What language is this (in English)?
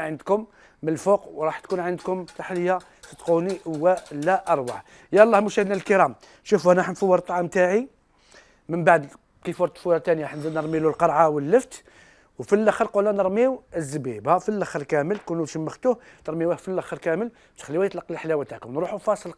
Algerian Arabic